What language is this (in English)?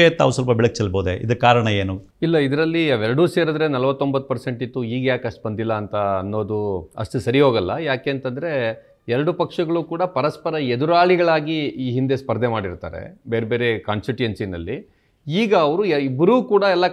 Kannada